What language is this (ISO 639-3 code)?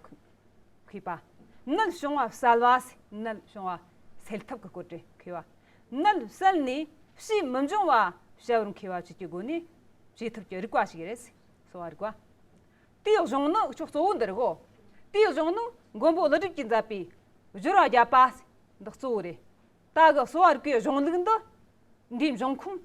adx